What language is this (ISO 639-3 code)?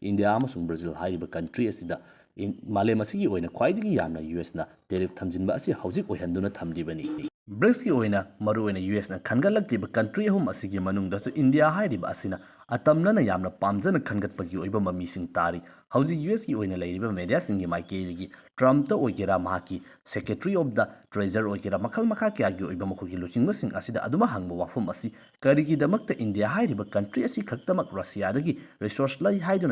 mni